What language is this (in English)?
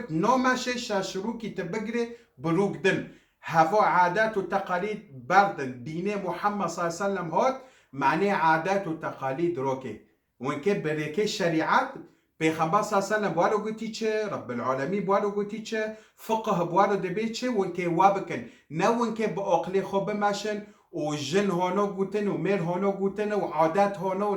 Kurdish